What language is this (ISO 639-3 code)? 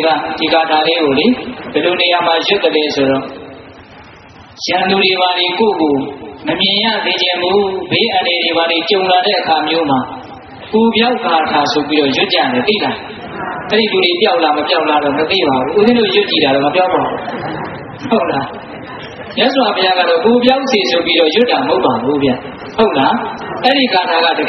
mya